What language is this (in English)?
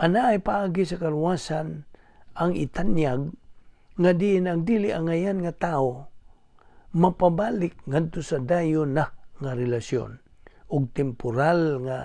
Cebuano